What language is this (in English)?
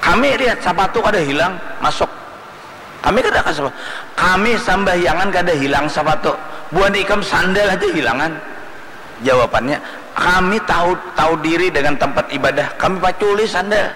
Banjar